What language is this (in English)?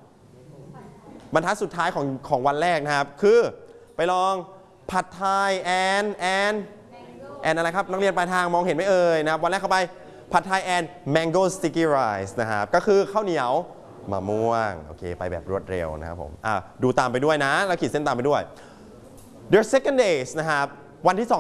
Thai